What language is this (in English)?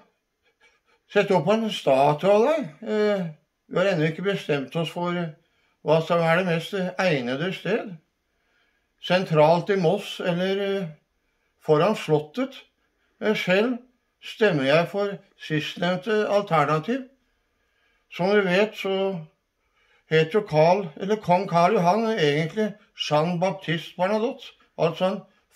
Norwegian